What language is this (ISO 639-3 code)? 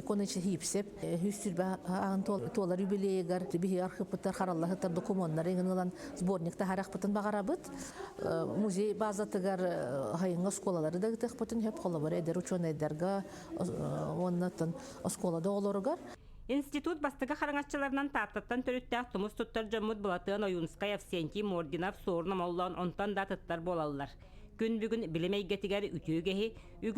sah